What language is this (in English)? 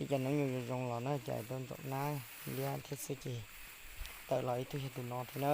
Hmong